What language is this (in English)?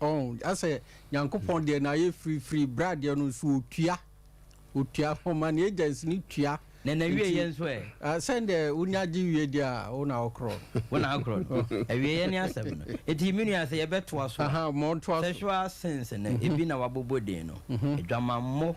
Akan